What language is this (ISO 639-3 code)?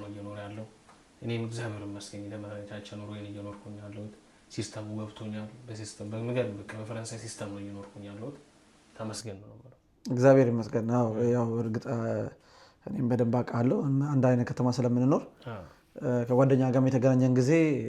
amh